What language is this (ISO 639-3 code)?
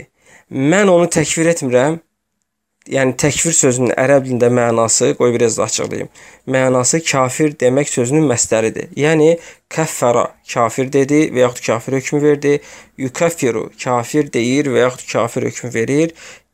aze